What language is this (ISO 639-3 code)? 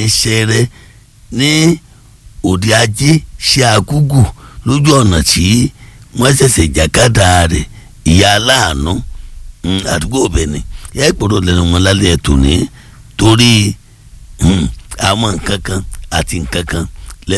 yor